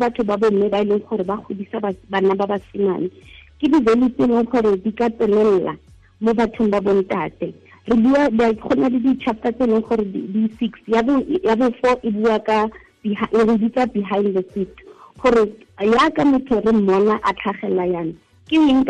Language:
Tswana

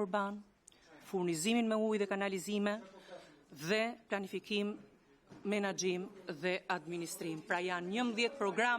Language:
Albanian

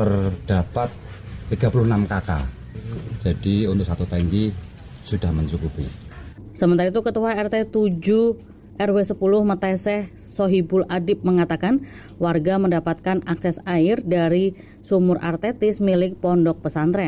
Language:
Indonesian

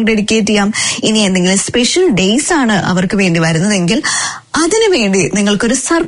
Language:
Malayalam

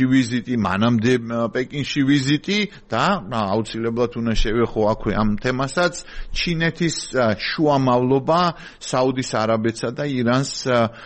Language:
Georgian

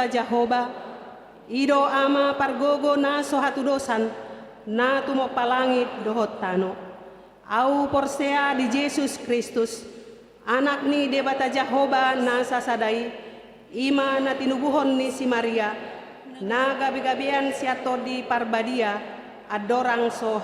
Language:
Batak Toba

